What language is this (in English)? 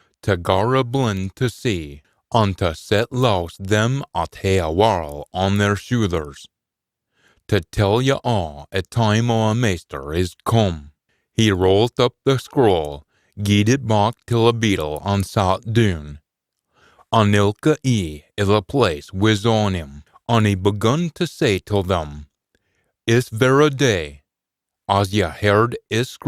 Scots